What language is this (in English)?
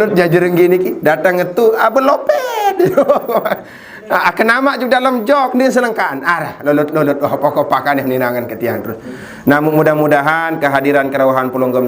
Sasak